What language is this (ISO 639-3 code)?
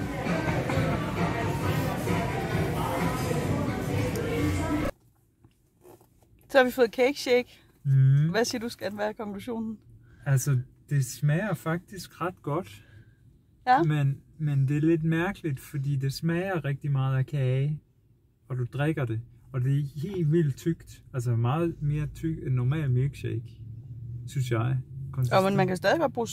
dan